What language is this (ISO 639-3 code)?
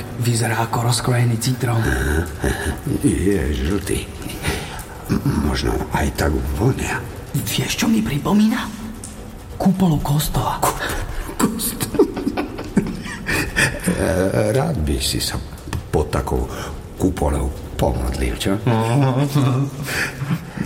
slk